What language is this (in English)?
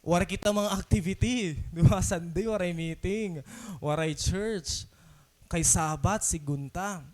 Waray